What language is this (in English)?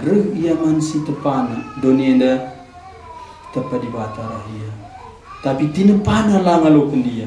Batak Karo